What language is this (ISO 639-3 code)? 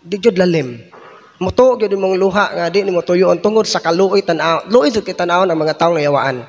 ceb